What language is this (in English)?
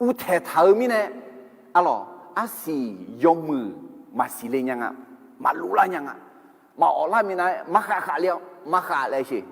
Akha